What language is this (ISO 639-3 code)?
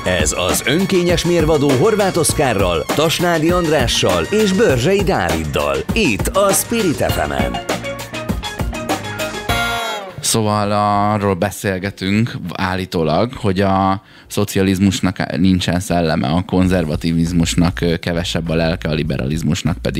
hun